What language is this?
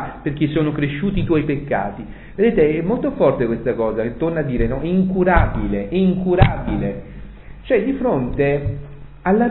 Italian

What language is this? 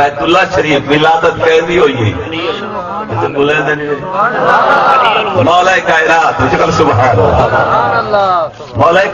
Saraiki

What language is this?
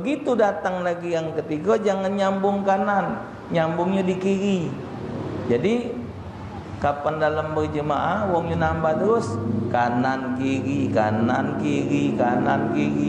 Musi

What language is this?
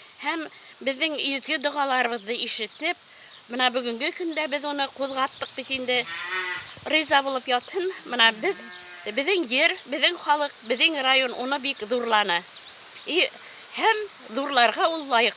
Bashkir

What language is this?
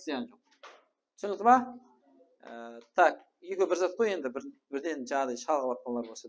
Kara-Kalpak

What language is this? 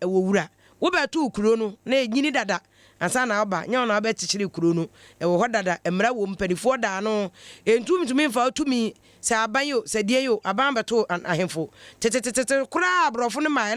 Akan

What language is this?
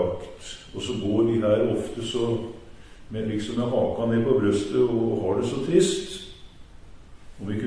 Norwegian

